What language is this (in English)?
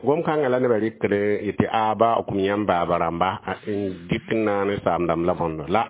Mossi